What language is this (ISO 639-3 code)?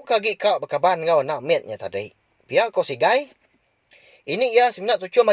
iba